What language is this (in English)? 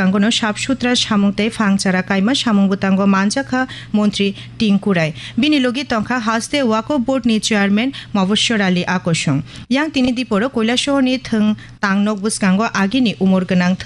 Kok Borok